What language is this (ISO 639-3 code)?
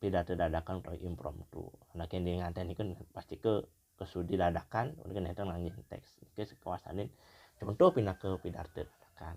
ban